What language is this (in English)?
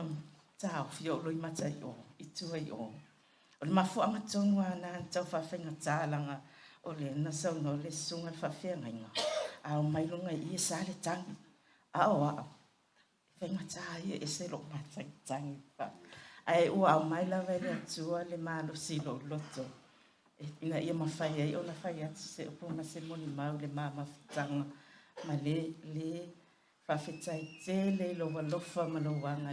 Samoan